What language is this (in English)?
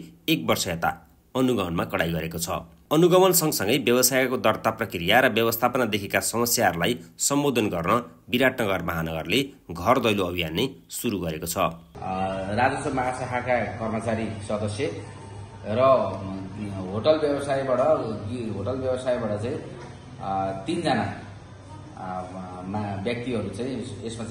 Nepali